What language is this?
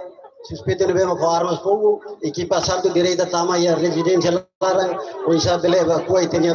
Tetum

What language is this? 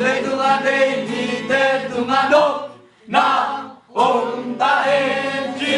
Tedim Chin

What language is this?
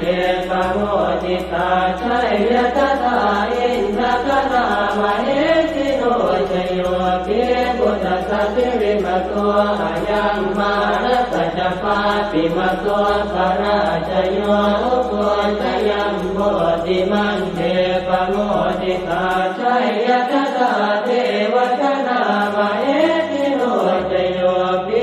Pali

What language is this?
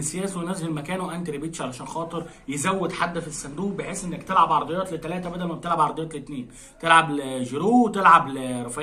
Egyptian Arabic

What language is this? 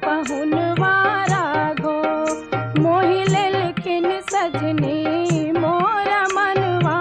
Maithili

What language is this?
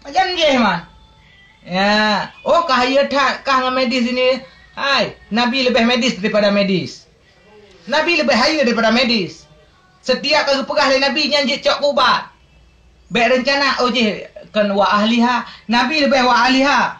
Achinese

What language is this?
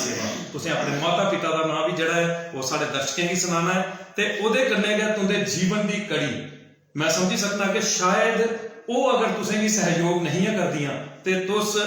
Dogri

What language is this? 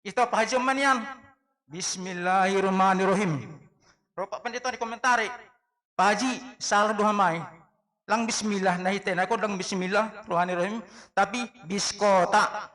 Batak Simalungun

